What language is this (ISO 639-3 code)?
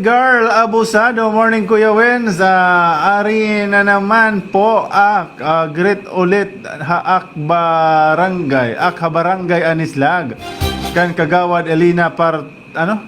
war